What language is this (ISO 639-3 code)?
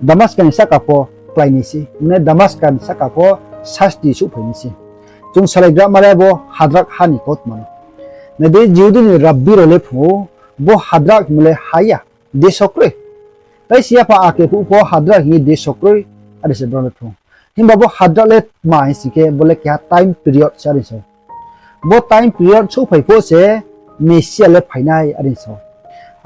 ria